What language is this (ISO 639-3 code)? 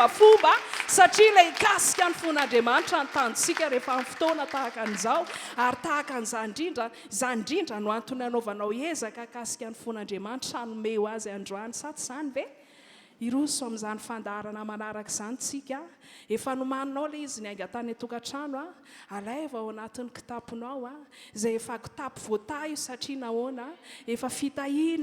mlg